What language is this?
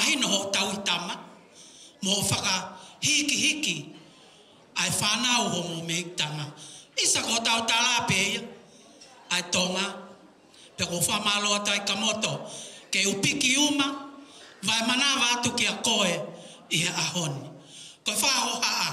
Tongan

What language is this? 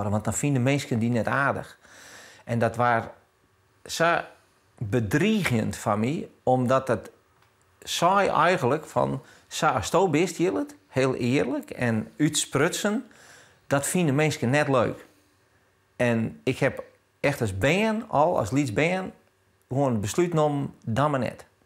Western Frisian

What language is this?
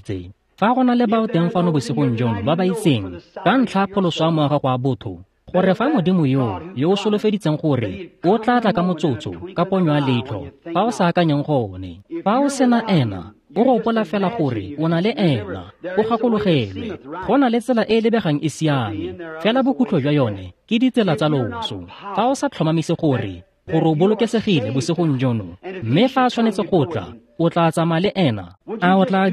Tswana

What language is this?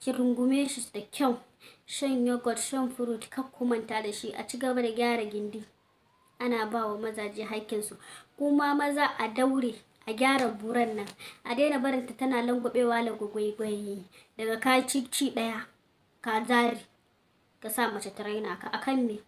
Hausa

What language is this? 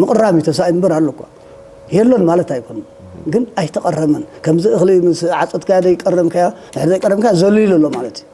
Tigrinya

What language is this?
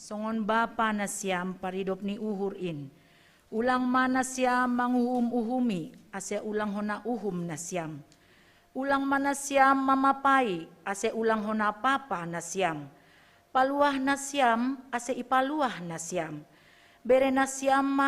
Batak Simalungun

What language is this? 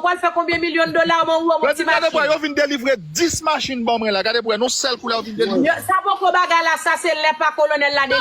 Haitian Creole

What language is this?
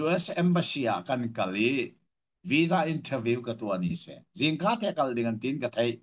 Hakha Chin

